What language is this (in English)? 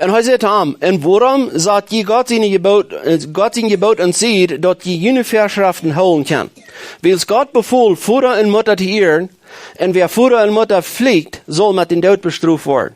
Plautdietsch